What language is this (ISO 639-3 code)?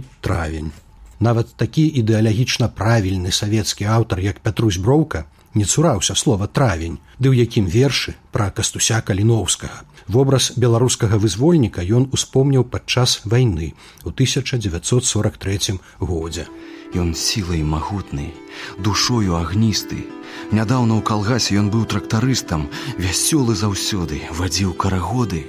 bel